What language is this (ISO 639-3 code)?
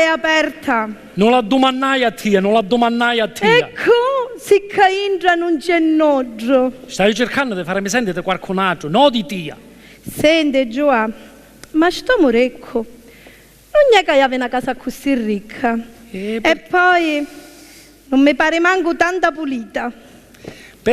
scn